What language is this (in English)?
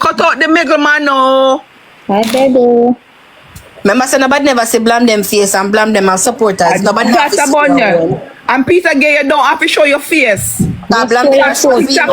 Jamaican Creole English